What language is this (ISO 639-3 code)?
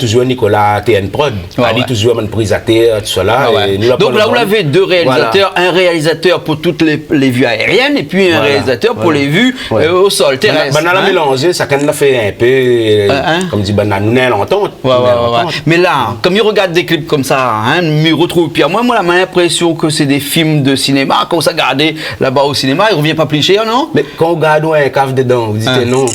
rcf